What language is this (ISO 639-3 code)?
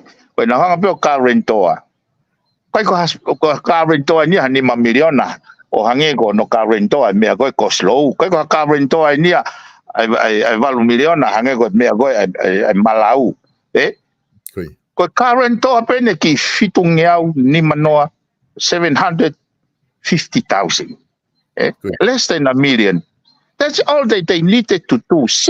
ton